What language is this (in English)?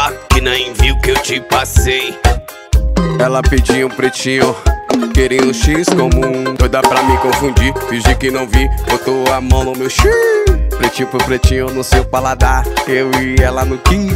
Portuguese